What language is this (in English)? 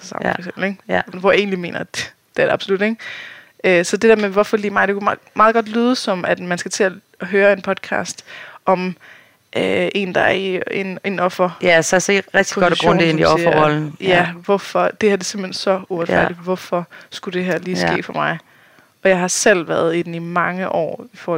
Danish